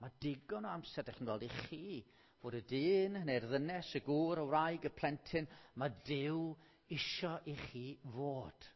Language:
Welsh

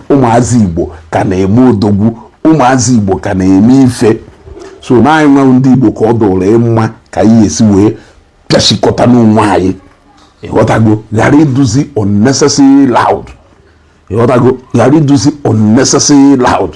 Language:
Igbo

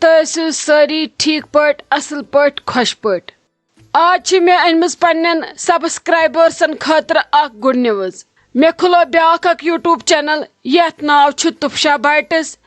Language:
Kashmiri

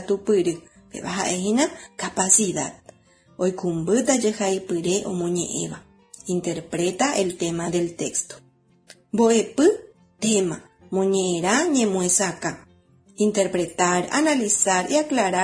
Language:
Guarani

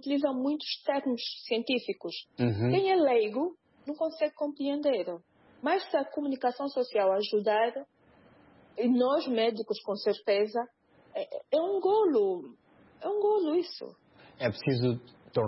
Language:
Portuguese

